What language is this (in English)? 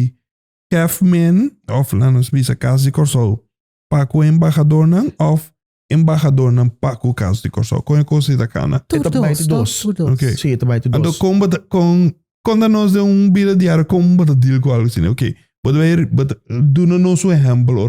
Papiamento